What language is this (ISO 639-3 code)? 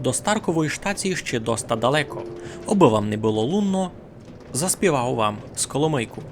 rue